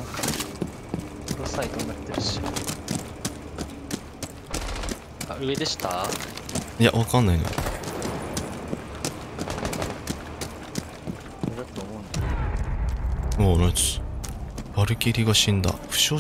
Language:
Japanese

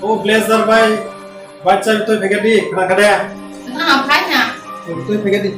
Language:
Kok Borok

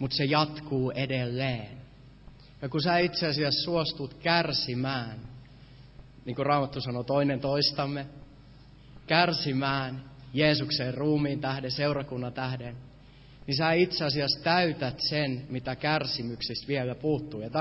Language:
Finnish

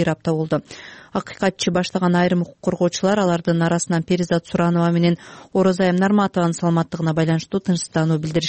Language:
Kyrgyz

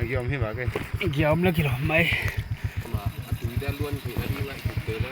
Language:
Tedim Chin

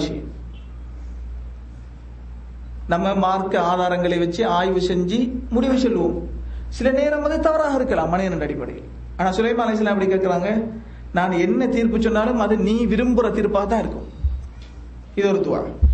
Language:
Tamil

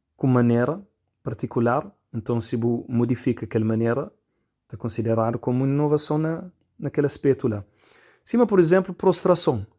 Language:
Kabuverdianu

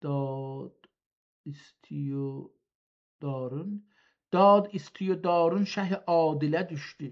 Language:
South Azerbaijani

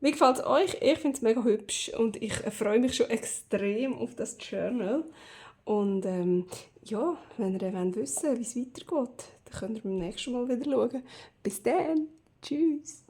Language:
Swiss German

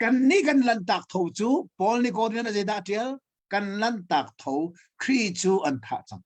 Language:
Hakha Chin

